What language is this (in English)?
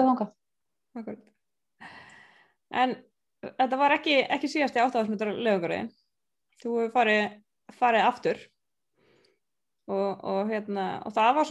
Icelandic